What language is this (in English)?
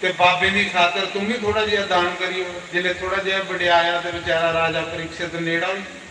Dogri